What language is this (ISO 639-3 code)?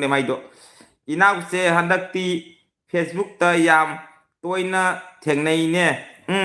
mni